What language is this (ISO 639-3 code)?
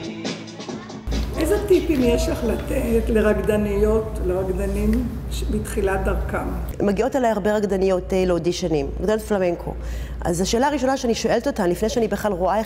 heb